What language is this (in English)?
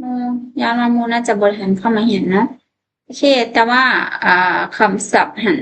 Lao